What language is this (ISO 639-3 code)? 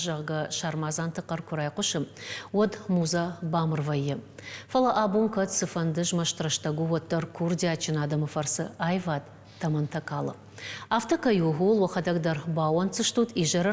oss